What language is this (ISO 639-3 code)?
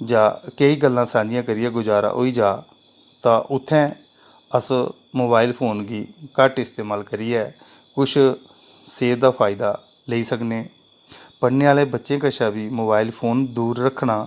doi